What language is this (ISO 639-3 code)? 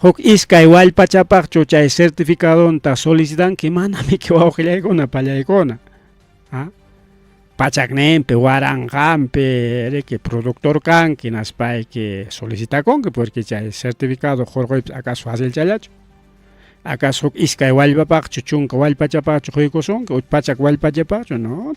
quy